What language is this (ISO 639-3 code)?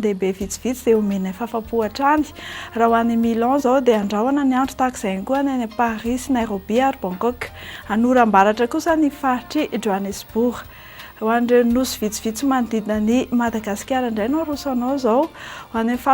mlg